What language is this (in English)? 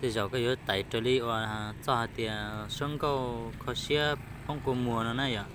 Hmong